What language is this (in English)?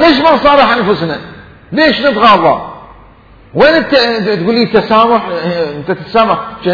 Mesopotamian Arabic